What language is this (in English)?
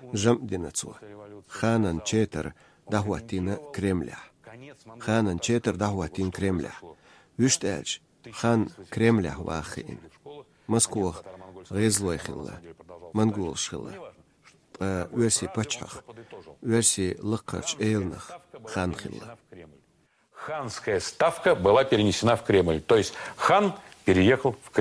Chechen